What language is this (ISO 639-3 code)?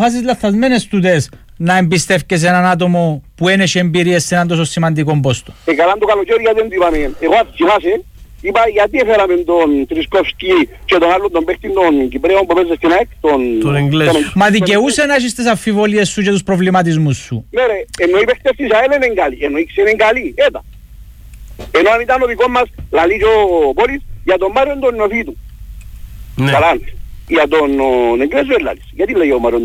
ell